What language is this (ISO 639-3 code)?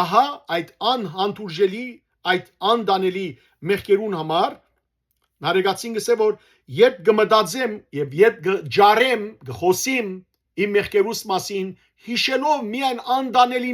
hyw